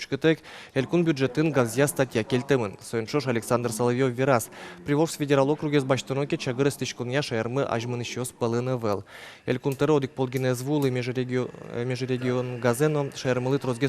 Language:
Udmurt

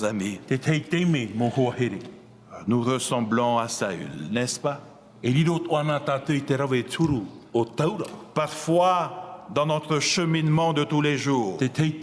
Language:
Tahitian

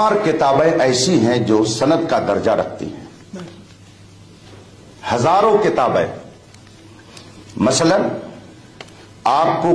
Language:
Urdu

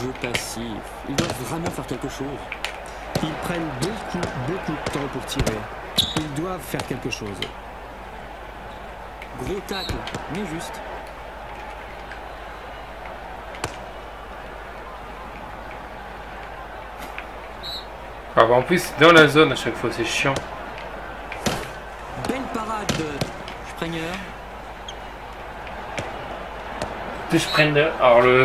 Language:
French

